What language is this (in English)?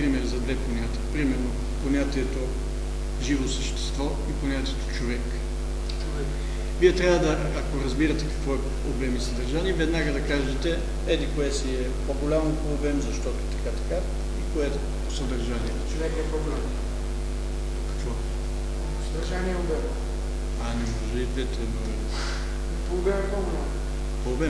Bulgarian